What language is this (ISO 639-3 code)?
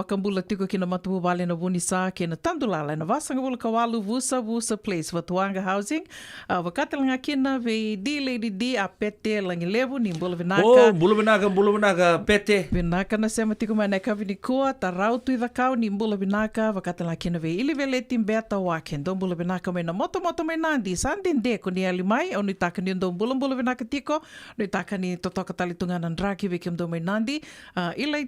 fij